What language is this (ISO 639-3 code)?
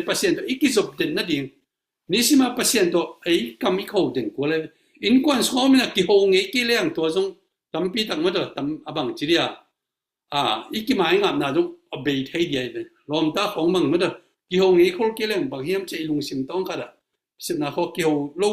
ctd